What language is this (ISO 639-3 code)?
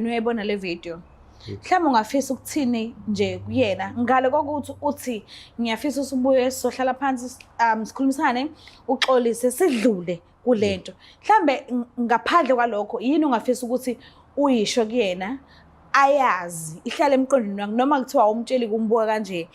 zul